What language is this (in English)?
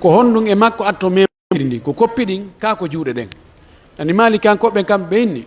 Pular